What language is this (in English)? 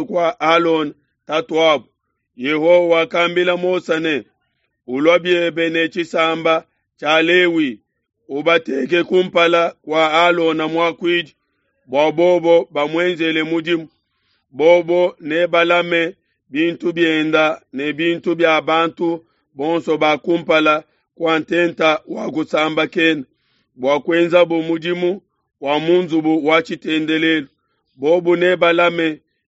Luba-Lulua